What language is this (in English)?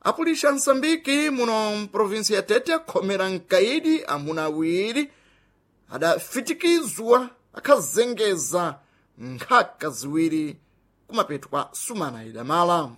Sena